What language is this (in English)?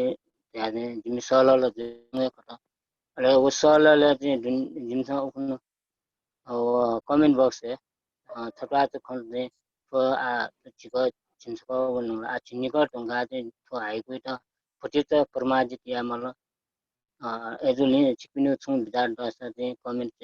Newari